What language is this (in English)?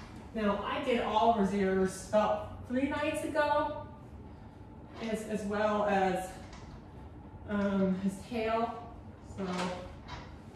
English